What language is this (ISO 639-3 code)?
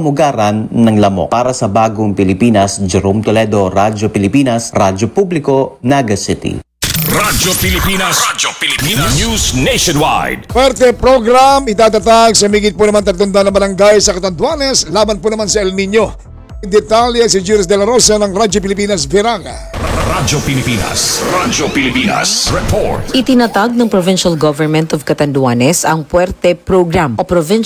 fil